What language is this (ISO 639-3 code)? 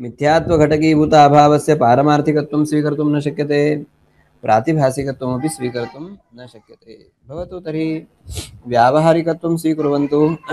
san